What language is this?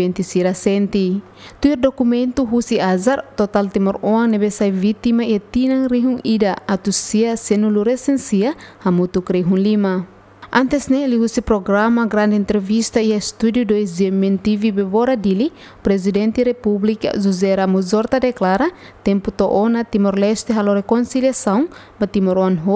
Tetum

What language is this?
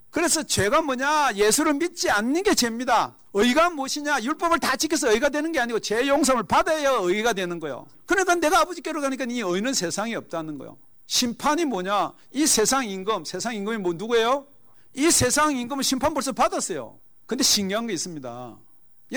Korean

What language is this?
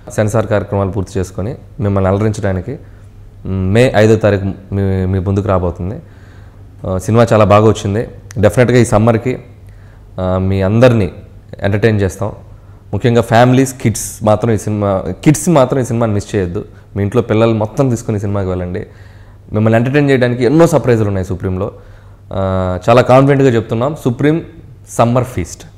Telugu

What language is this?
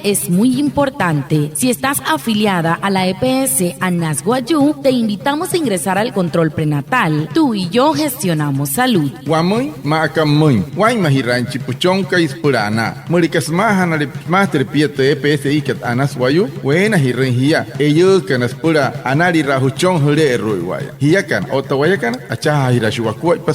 Wayuu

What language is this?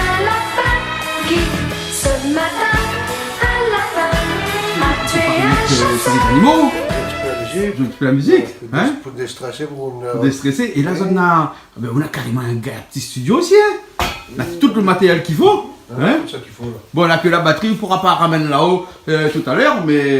Réunion Creole French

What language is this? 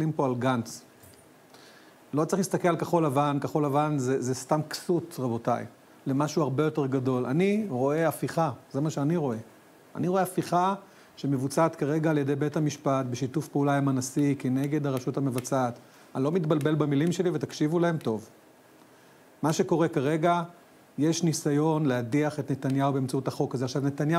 Hebrew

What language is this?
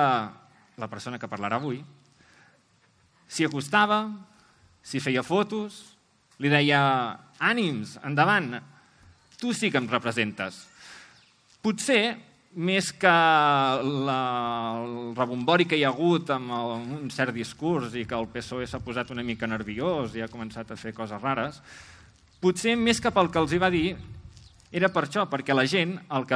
Catalan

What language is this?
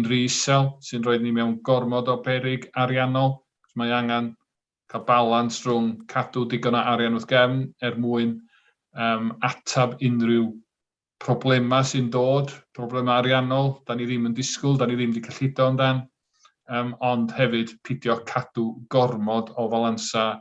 Welsh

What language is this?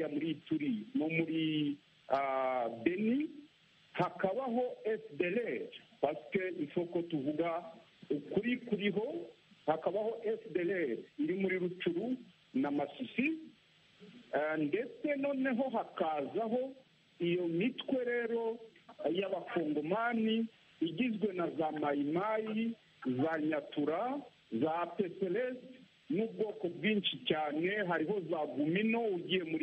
Kinyarwanda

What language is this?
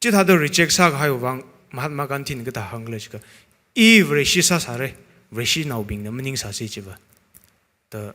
Tangkhul Naga (India)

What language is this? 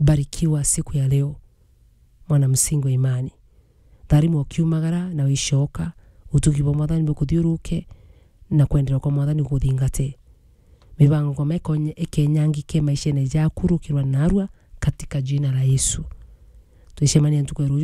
Meru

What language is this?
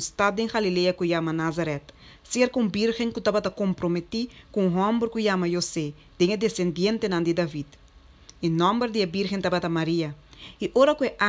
Papiamento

